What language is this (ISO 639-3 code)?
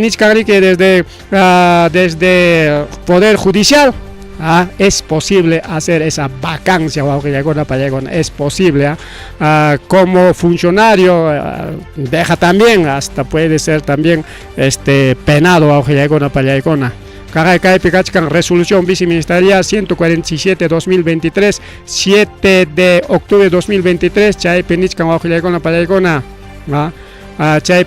quy